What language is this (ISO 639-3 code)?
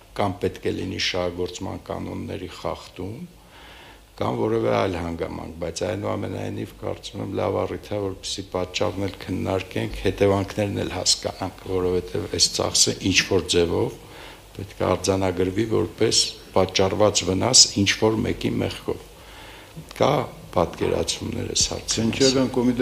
hye